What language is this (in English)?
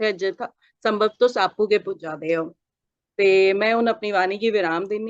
Dogri